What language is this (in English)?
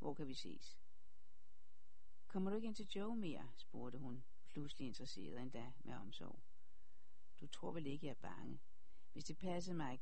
Danish